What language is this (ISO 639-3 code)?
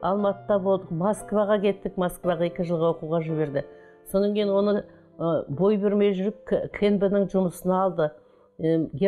kaz